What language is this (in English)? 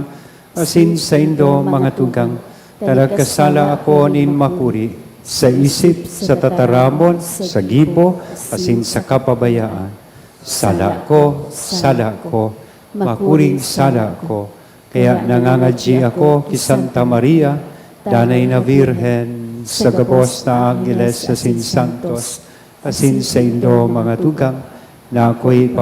Bikol